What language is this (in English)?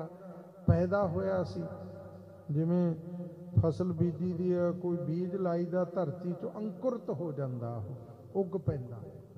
Punjabi